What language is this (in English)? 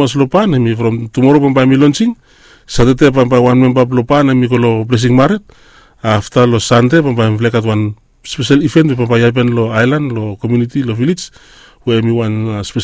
Bislama